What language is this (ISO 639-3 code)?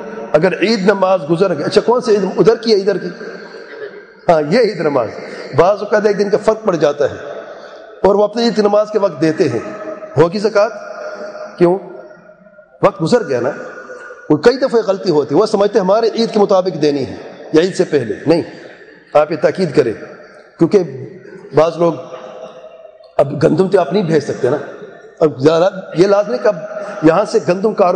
urd